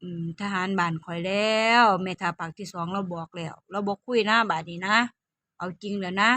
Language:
Northeastern Thai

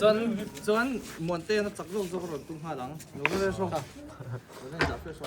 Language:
Mizo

